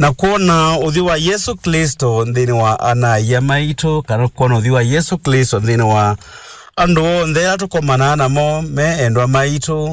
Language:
Kamba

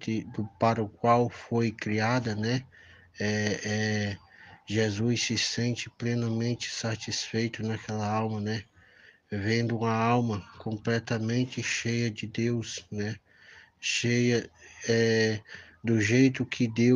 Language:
Portuguese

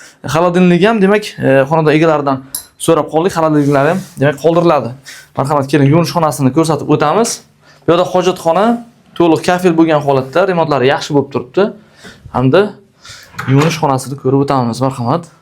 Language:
Uzbek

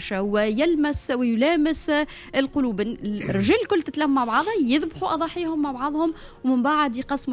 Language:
Tunisian Arabic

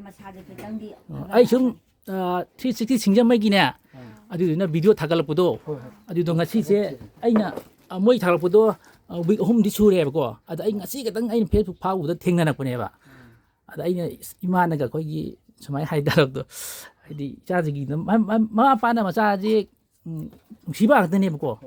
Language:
Manipuri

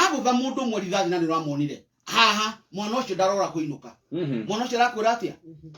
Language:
Kikuyu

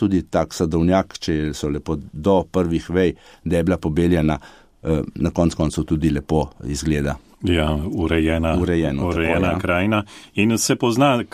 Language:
Slovenian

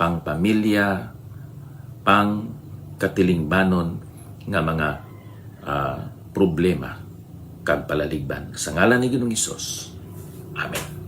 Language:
Hiligaynon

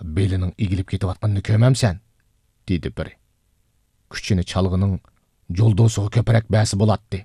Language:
Uyghur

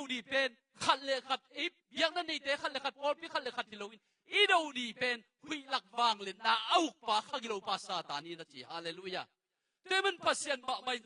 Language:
Tedim Chin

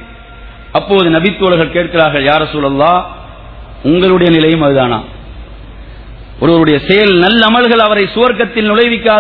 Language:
Tamil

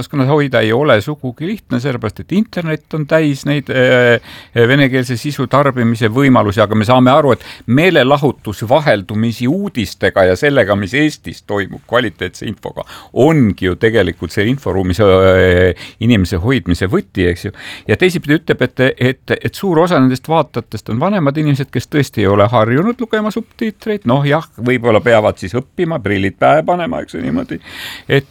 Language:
Estonian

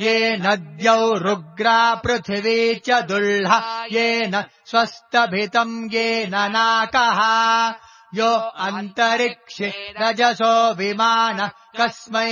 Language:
Sanskrit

